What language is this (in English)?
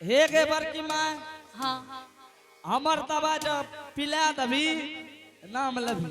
Angika